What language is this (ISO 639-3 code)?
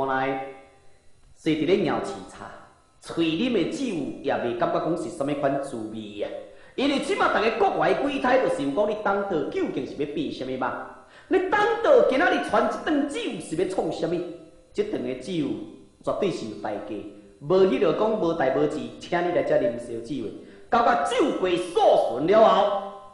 nan